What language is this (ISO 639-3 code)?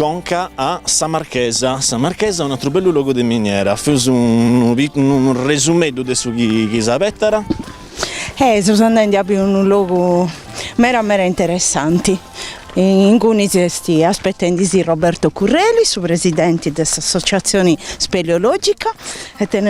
srd